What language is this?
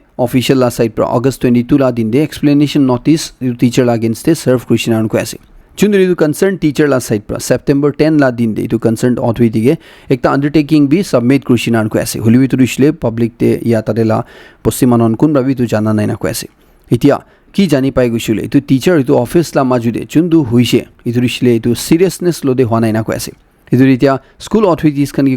Naga Pidgin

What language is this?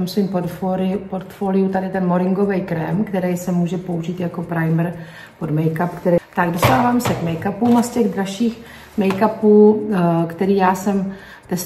Czech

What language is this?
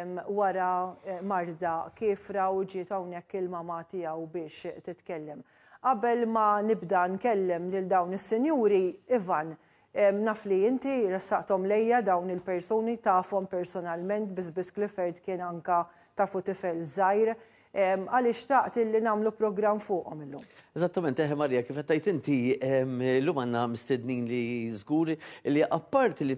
Maltese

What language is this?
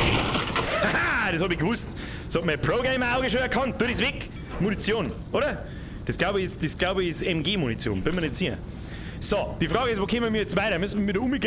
Bavarian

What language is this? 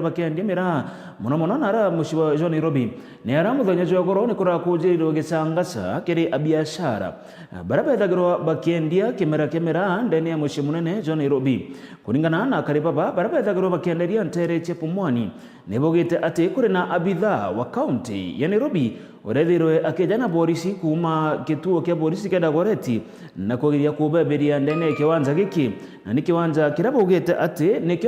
Meru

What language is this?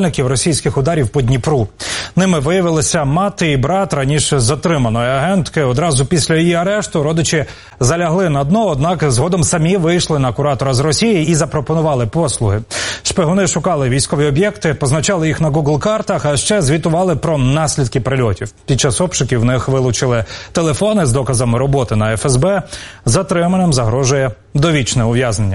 Ukrainian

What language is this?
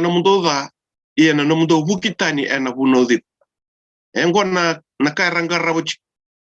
Fijian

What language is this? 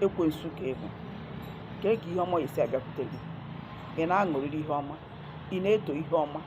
Igbo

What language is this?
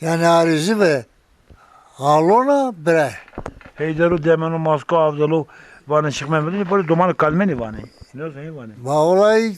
Zaza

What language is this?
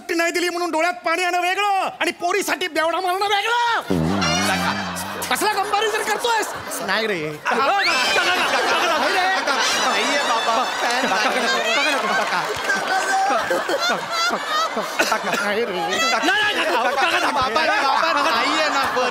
Marathi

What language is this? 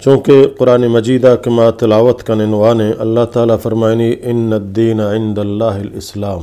Eastern Balochi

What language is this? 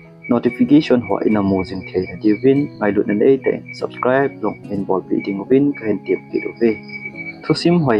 Thado Chin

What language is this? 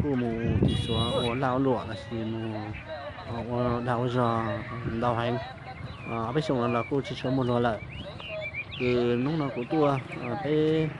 Hmong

